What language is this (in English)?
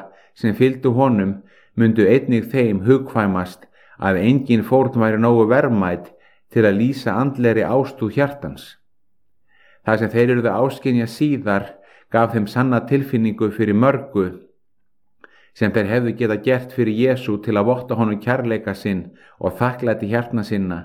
Icelandic